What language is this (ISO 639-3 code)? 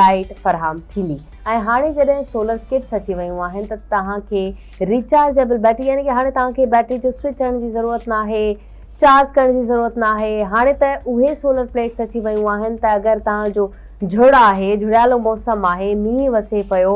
snd